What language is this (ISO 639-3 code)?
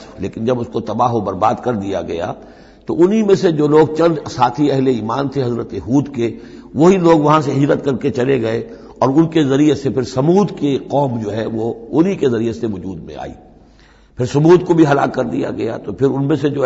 urd